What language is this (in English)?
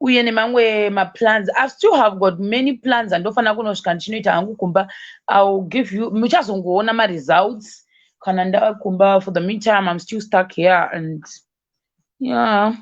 Shona